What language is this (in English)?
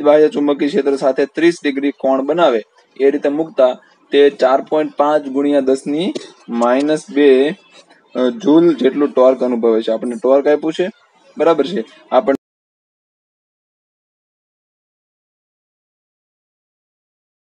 Gujarati